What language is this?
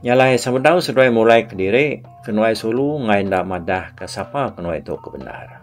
Iban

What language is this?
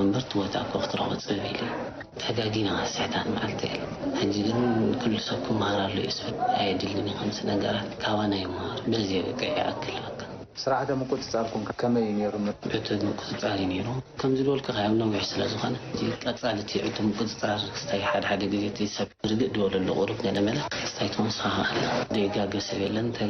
Tigrinya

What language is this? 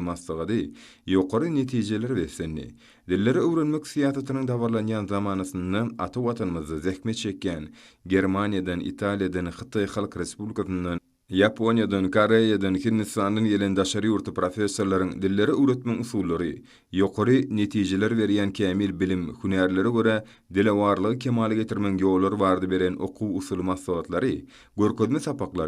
Turkmen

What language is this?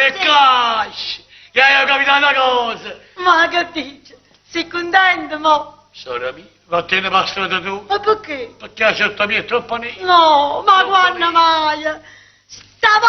Neapolitan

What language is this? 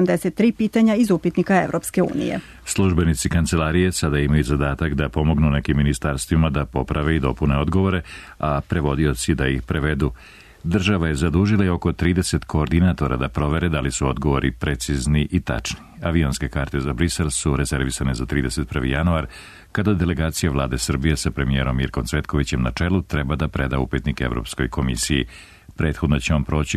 Serbian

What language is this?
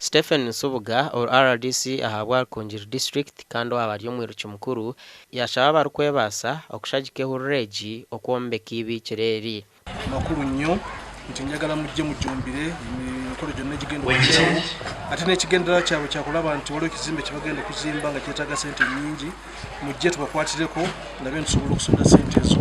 Nyankole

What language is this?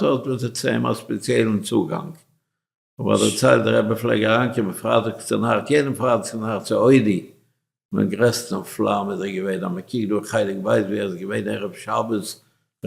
Yiddish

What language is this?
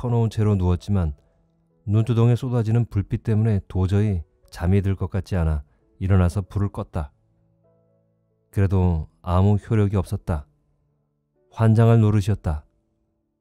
Korean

